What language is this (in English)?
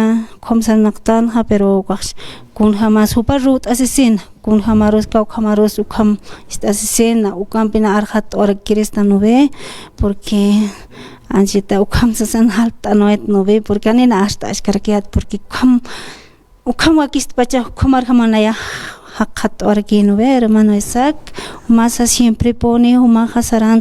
Aymara